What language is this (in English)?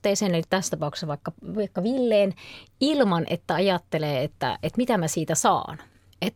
Finnish